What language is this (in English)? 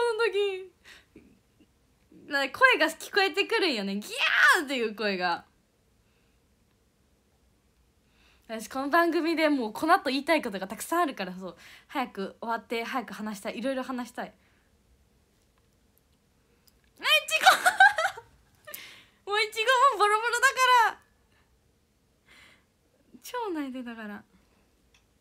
Japanese